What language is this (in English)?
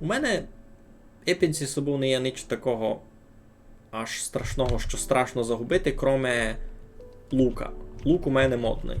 Rusyn